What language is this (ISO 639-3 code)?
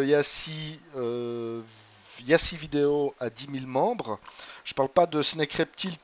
fra